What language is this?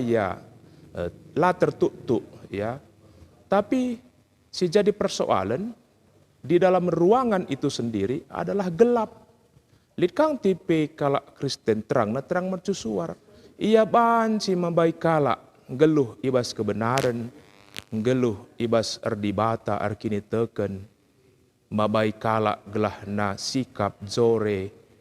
Batak Karo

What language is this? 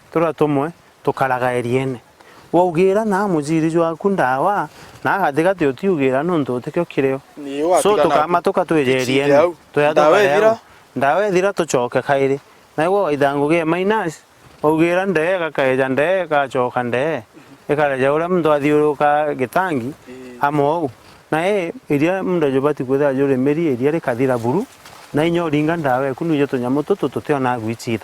Meru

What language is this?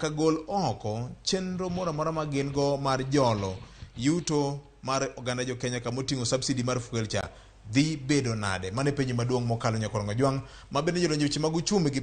Luo (Kenya and Tanzania)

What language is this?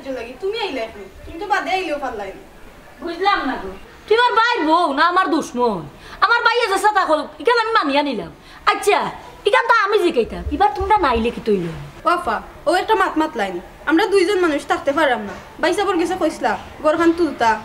Sylheti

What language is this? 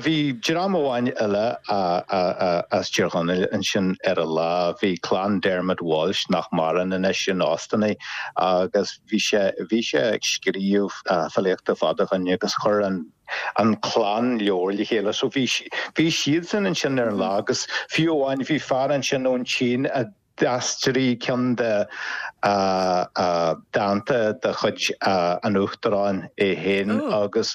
Irish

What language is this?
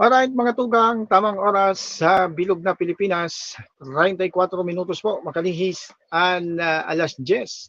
Bikol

